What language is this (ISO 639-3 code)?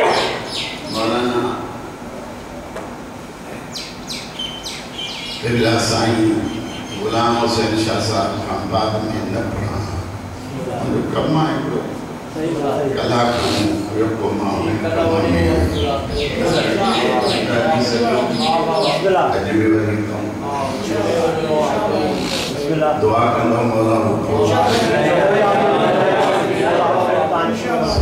snd